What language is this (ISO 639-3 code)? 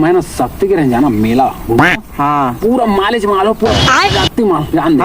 hne